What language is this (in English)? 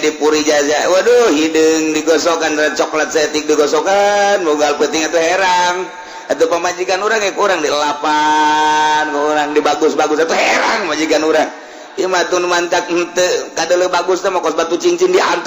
Sundanese